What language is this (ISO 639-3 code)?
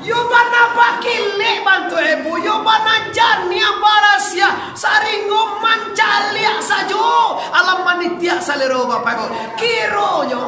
min